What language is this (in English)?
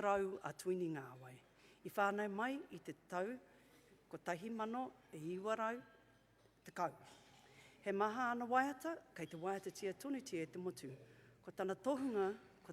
Māori